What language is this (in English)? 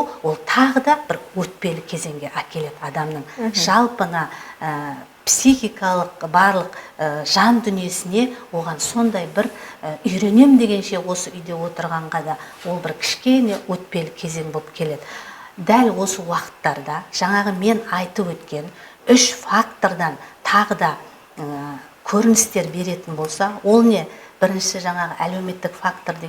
Kazakh